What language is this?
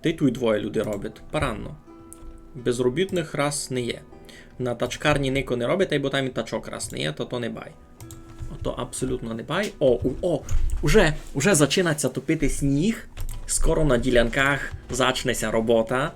Rusyn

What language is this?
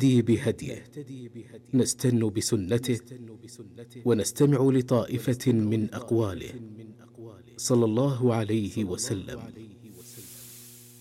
Arabic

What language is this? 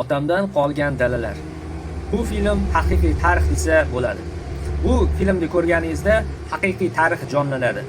Uzbek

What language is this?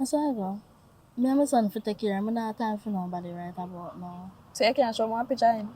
Jamaican Creole English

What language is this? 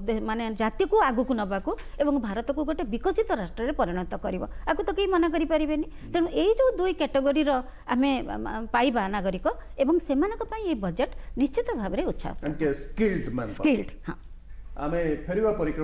Odia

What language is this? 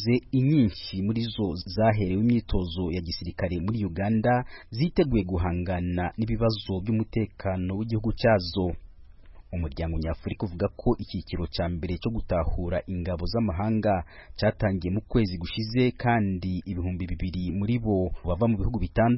Kinyarwanda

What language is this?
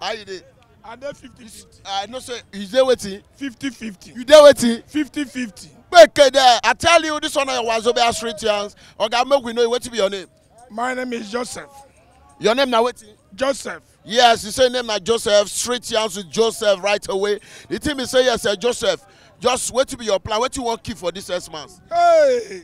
Nigerian Pidgin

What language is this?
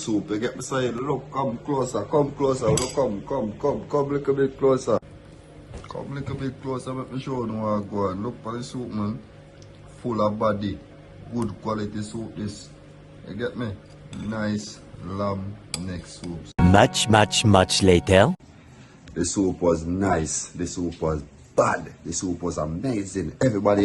Jamaican Creole English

